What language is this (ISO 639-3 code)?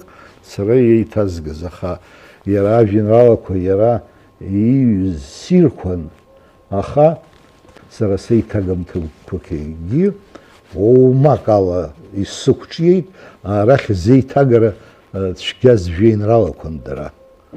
abk